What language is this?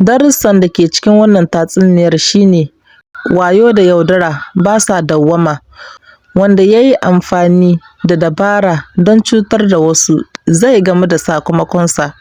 Hausa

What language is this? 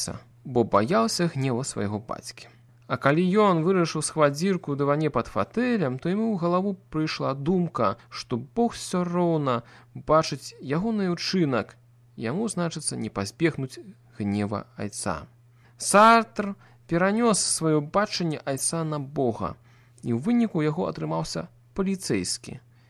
Belarusian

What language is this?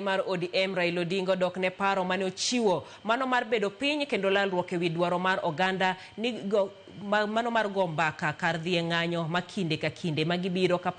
Luo (Kenya and Tanzania)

